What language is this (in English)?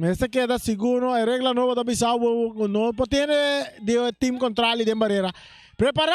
Papiamento